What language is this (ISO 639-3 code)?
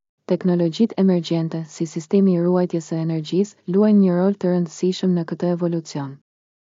sqi